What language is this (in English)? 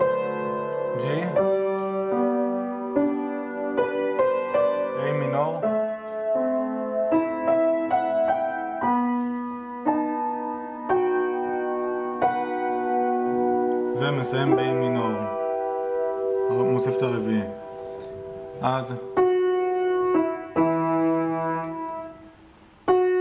Hebrew